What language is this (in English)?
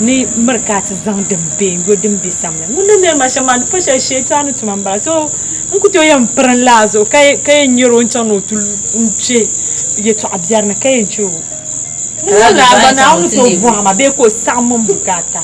Dagbani